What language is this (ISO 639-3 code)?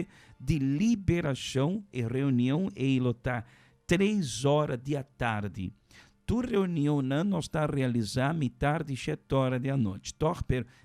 pap